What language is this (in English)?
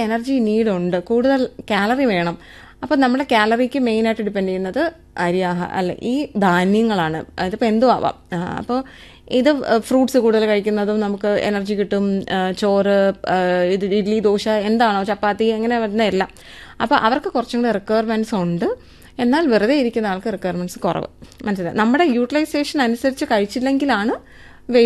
Malayalam